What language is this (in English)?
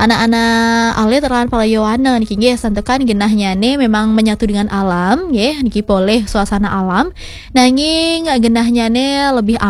Balinese